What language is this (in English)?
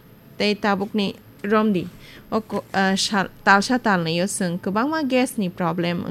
Kok Borok